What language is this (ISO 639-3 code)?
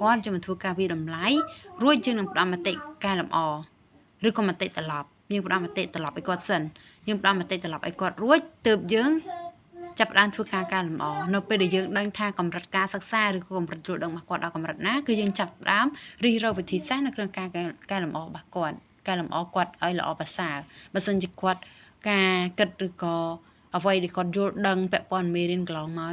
khm